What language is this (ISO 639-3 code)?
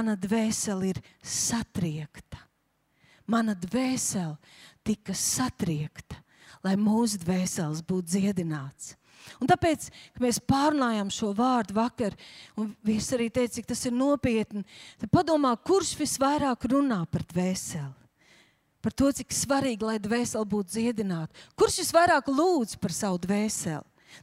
lav